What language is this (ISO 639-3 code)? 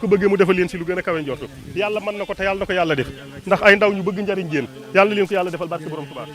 wol